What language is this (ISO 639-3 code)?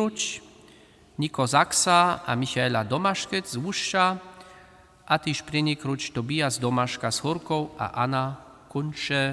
hsb